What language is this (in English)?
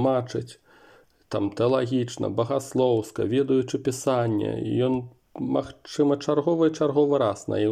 Belarusian